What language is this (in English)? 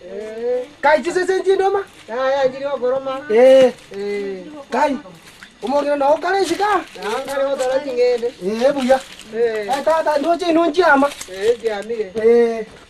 Gusii